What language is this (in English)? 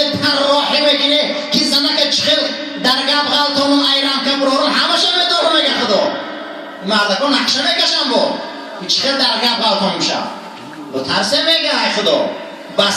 Tajik